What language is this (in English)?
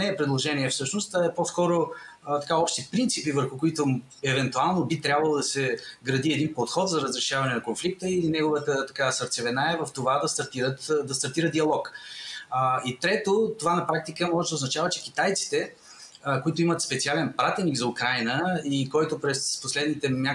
Bulgarian